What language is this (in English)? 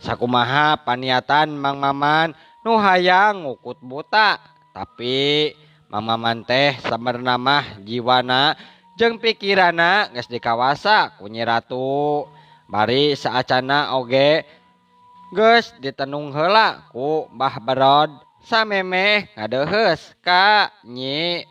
Sundanese